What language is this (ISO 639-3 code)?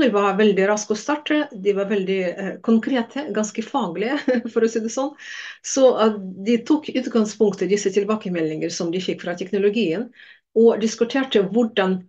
nor